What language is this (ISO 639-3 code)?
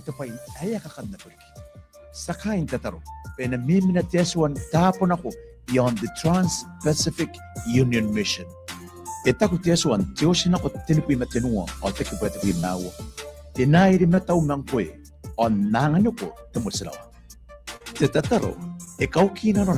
gil